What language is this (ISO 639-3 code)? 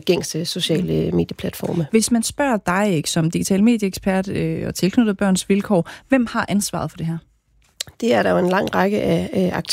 dan